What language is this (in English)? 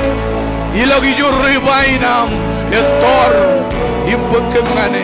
Marshallese